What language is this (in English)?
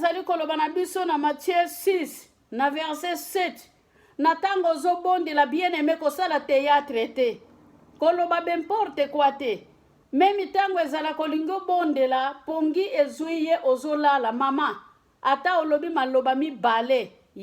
Lingala